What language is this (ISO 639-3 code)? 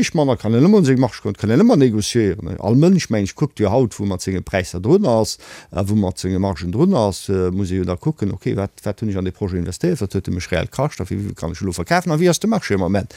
ltz